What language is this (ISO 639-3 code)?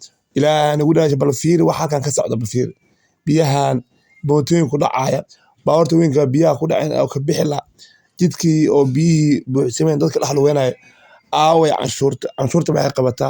som